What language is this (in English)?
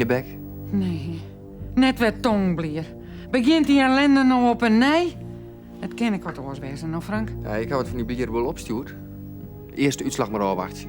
Western Frisian